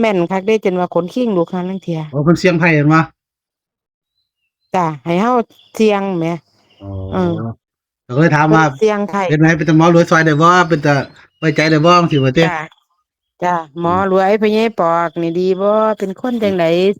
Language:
Northeastern Thai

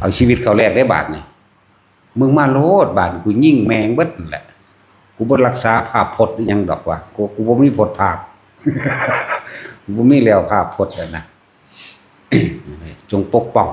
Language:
Lao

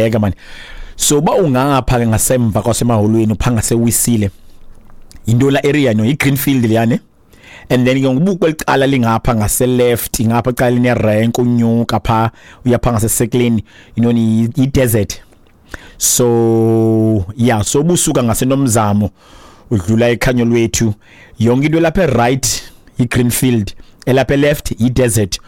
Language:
Xhosa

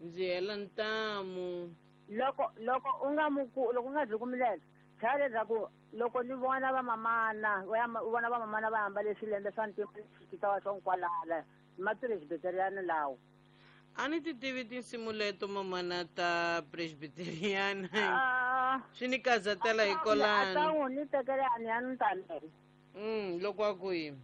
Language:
Tsonga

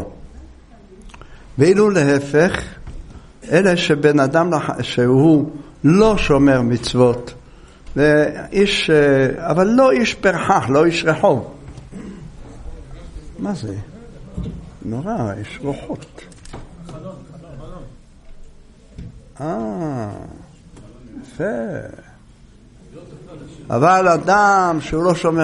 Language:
Hebrew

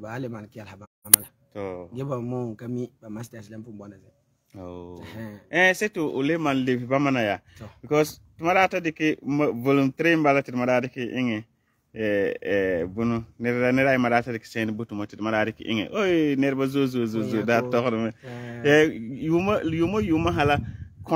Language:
Frafra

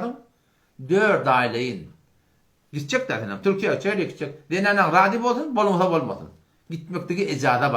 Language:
Turkmen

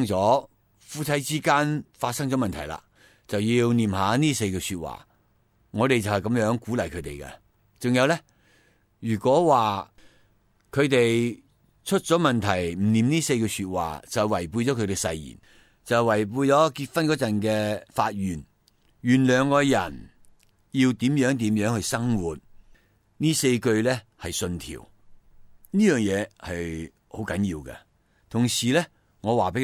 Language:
Cantonese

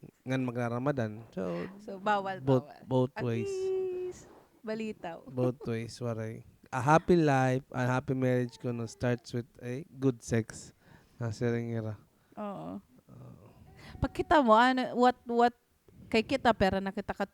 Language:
Waray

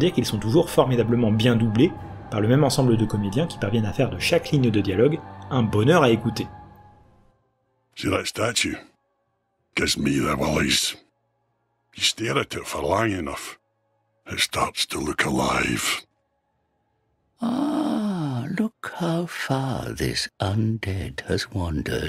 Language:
French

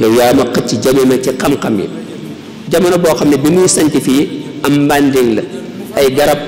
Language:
Wolof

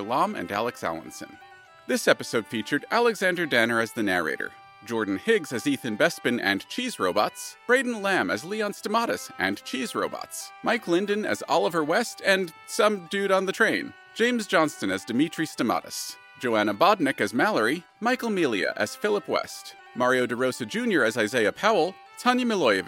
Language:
English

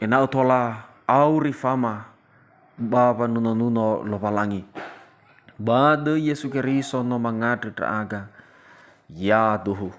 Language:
Nias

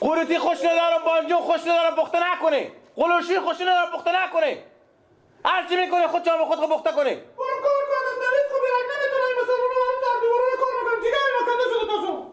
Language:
Persian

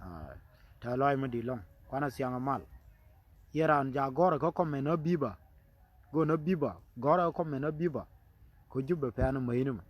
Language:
Nuer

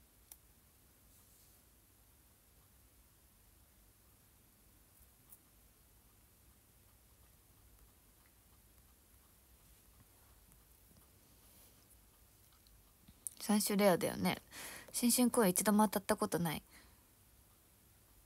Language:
Japanese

